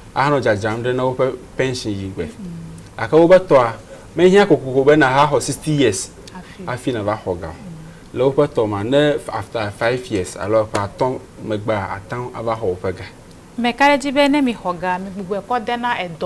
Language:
Ewe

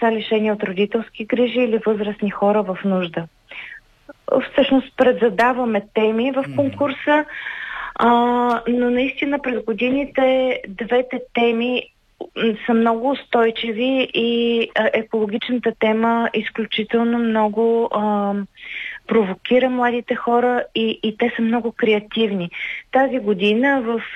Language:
Bulgarian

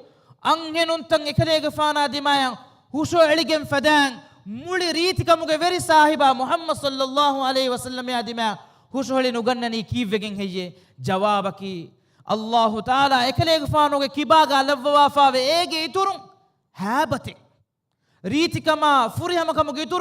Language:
Divehi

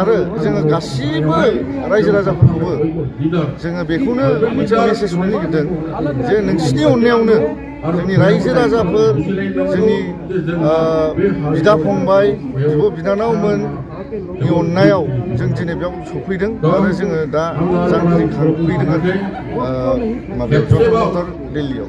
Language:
Bodo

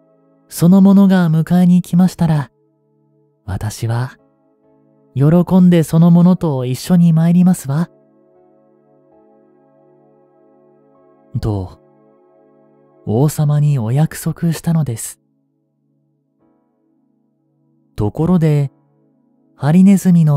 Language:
Japanese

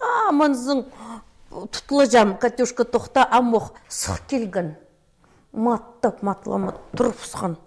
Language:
Khakas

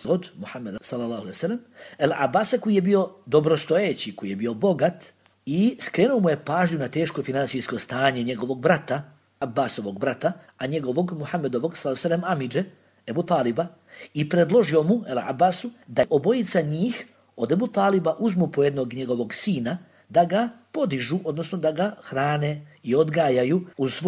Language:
Bosnian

